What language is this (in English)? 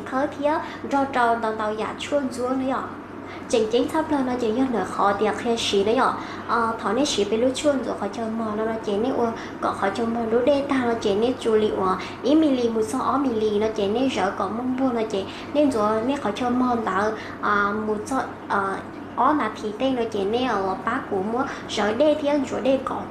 Hmong